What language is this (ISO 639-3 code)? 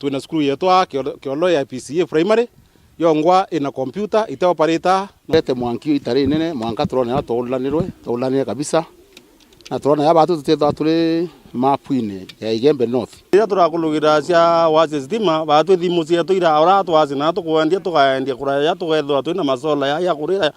mer